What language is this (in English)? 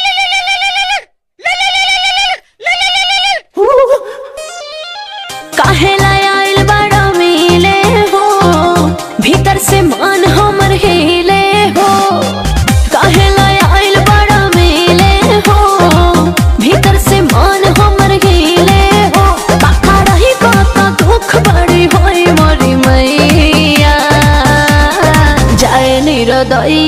Bhojpuri